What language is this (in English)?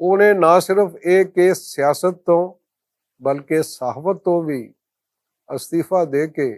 Western Panjabi